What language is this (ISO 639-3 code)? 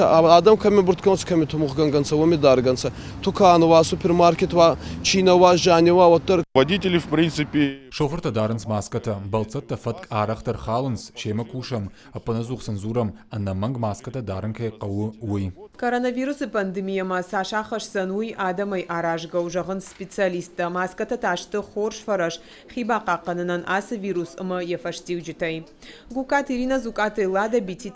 oss